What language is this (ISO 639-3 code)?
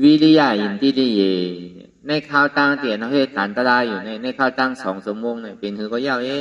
shn